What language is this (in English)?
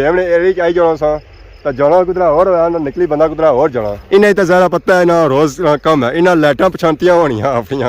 Pahari-Potwari